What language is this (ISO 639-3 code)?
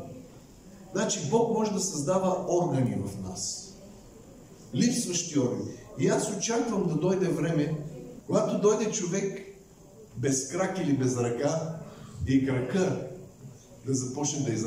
bul